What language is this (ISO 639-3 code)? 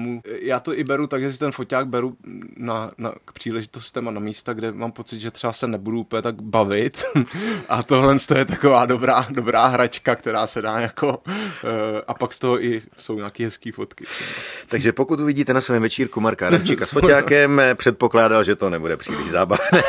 ces